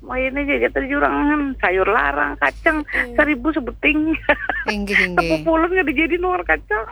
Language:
Banjar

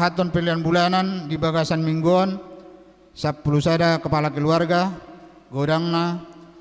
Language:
Batak Toba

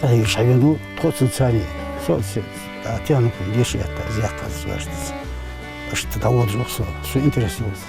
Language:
Ingush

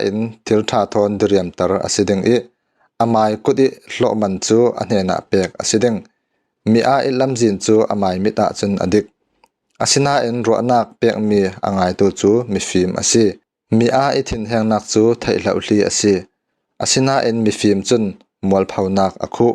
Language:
Falam Chin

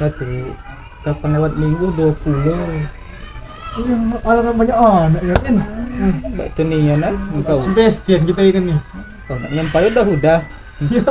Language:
Musi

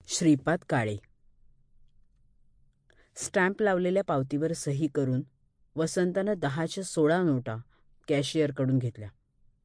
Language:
Marathi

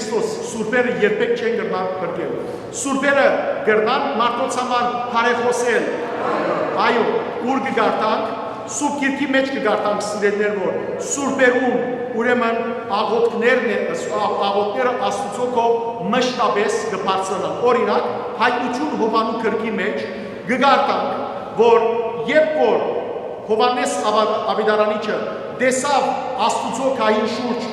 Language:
Western Armenian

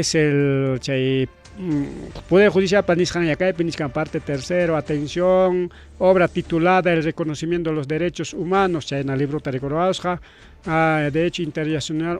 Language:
Ayacucho Quechua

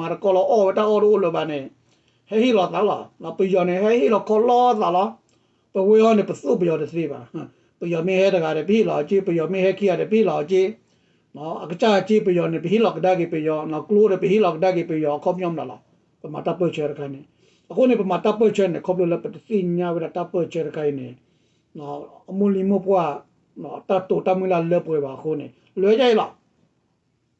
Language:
S'gaw Karen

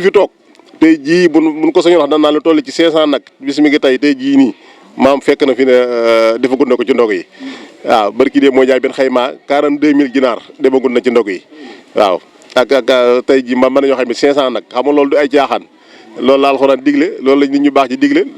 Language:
Wolof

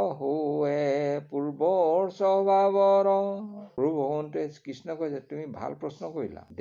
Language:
Assamese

